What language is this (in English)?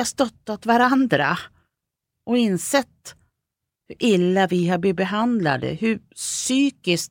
Swedish